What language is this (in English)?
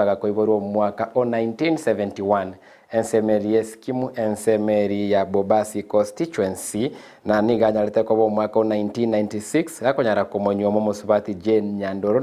Gusii